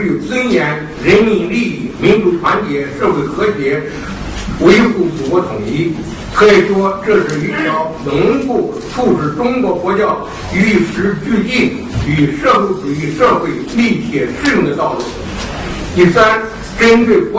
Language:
Chinese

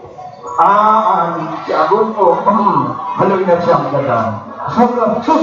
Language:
Bikol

